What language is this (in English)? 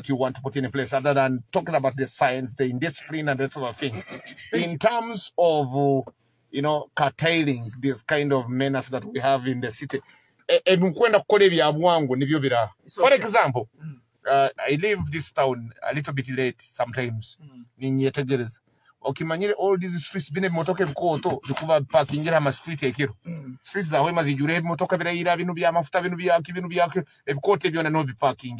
Nyoro